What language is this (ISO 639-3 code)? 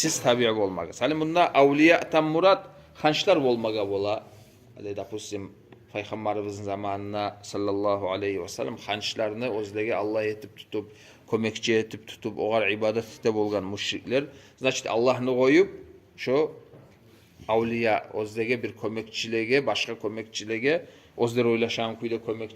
kum